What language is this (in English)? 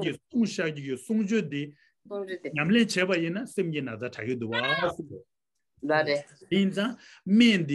Tibetan